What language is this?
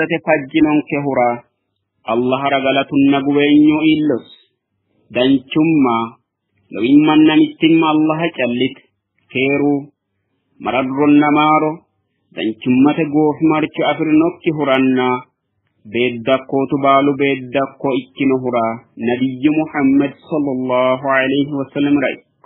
Sidamo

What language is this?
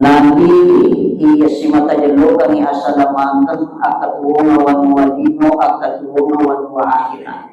Buginese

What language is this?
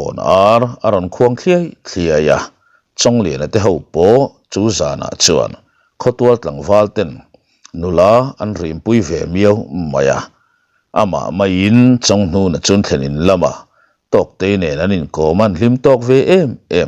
Mizo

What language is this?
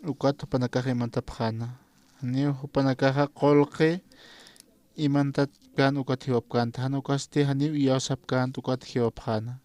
Aymara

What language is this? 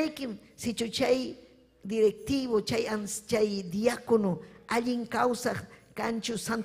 Ayacucho Quechua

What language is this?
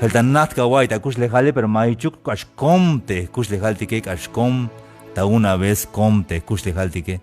Tzeltal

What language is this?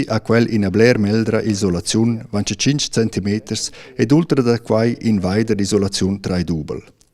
Romansh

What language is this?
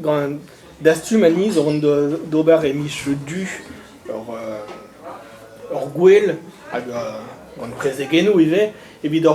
Breton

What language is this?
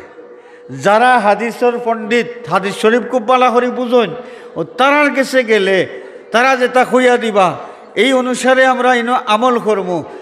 Sylheti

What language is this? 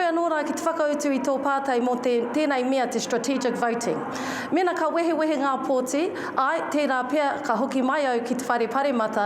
Māori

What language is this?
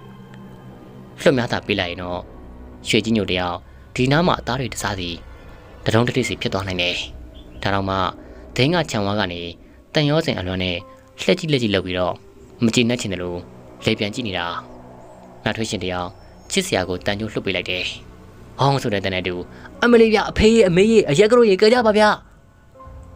Burmese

